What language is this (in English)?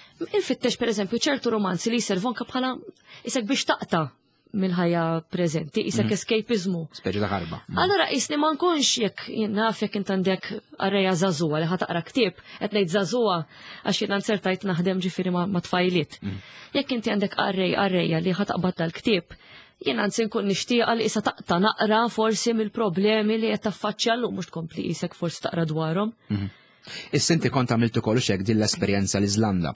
Maltese